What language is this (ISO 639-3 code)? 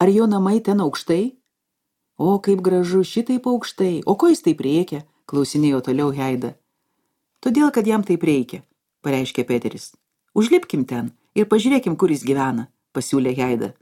lit